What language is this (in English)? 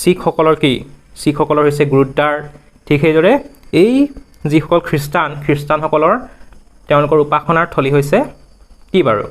Assamese